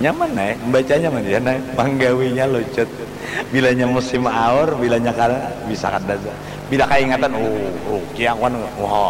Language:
Banjar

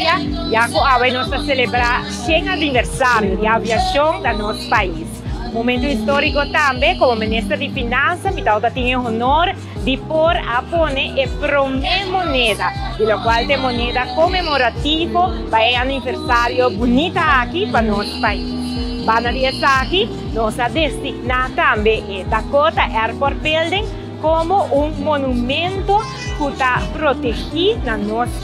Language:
Papiamento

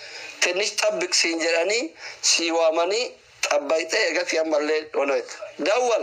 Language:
Oromo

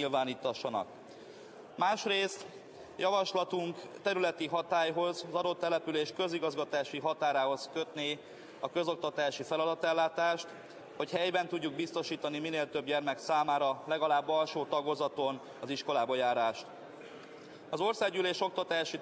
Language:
Hungarian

